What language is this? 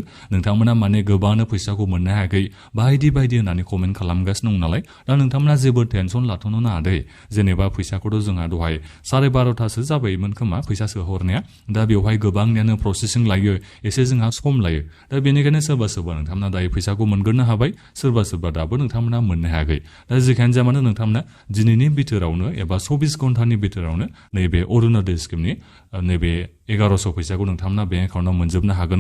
Bodo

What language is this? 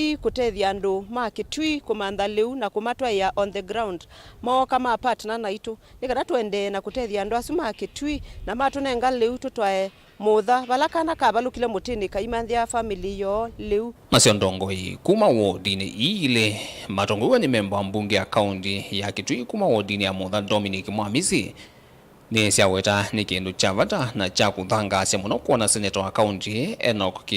Kamba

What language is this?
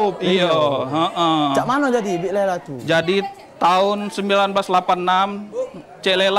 Musi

